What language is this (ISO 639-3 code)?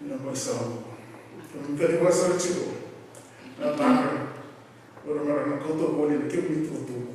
fij